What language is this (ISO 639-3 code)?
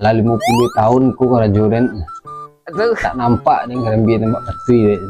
min